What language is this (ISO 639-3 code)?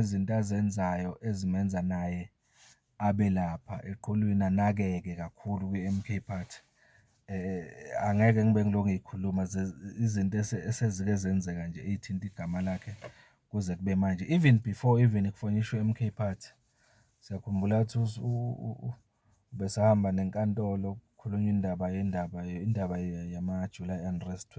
zul